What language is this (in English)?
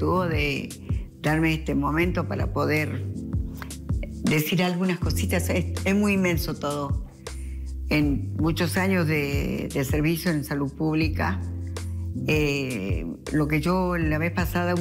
Spanish